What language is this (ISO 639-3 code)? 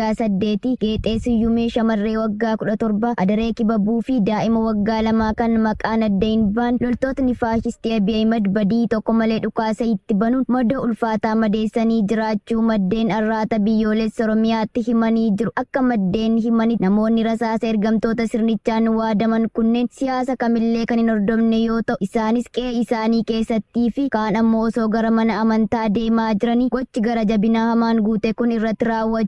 orm